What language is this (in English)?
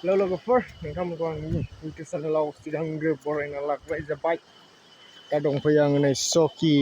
Bodo